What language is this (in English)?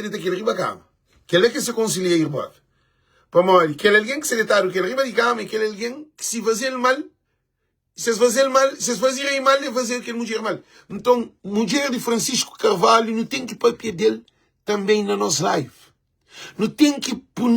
Kabuverdianu